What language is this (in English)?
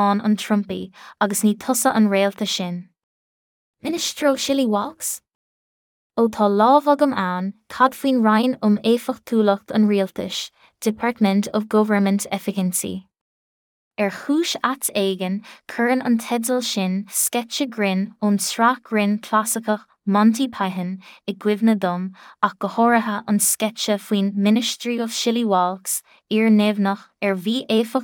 Irish